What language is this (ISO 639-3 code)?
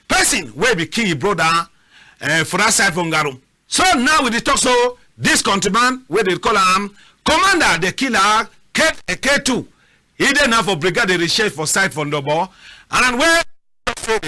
wes